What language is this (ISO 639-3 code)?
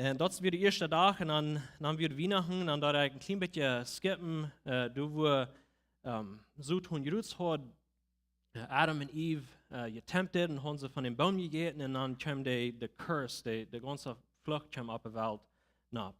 pdt